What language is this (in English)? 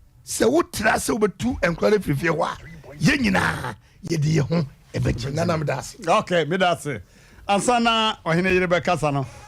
Akan